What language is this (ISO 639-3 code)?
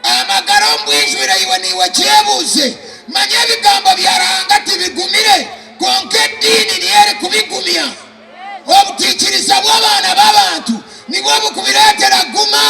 nyn